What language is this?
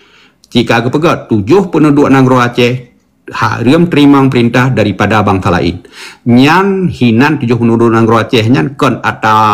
Achinese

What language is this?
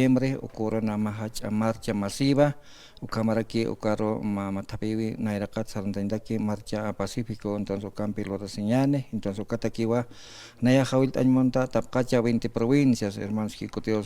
Aymara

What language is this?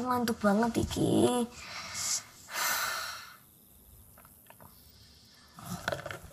Indonesian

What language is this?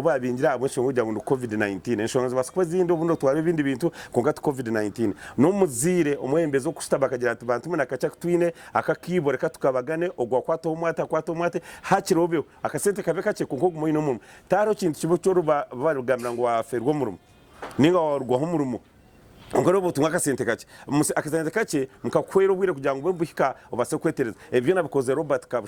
Nyankole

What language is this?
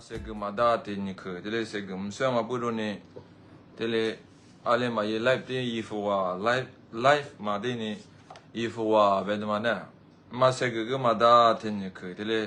Lisu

